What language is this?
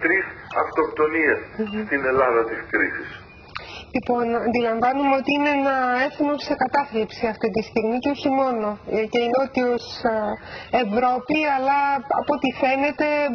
Greek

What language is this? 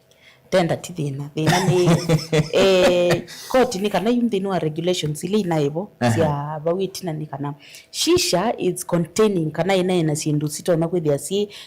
Kamba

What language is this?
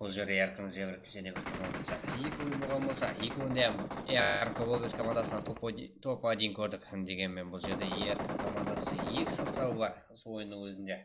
Kara-Kalpak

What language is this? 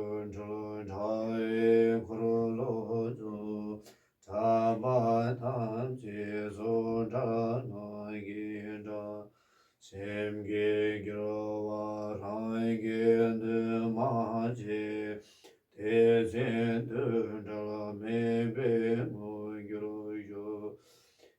Tibetan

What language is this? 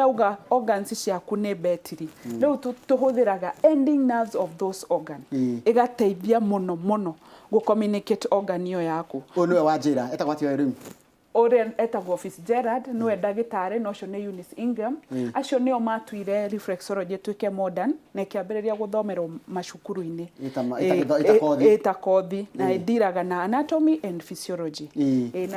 Kikuyu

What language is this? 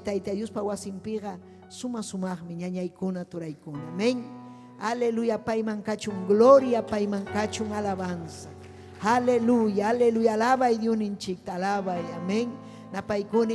Ayacucho Quechua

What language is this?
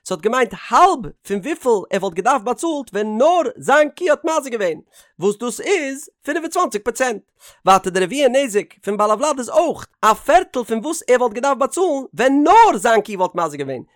Yiddish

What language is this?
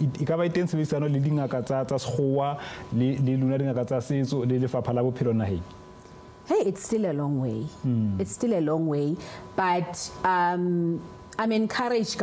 Southern Sotho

